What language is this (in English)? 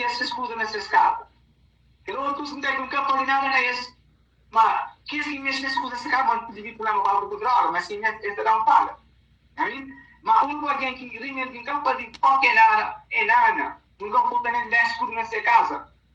Kabuverdianu